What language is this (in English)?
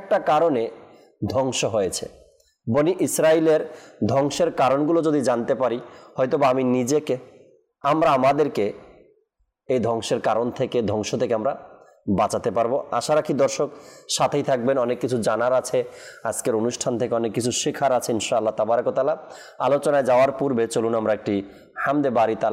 Bangla